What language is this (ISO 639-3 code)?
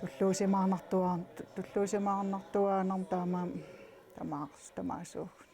kal